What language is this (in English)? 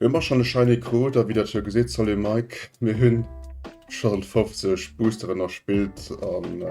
Luxembourgish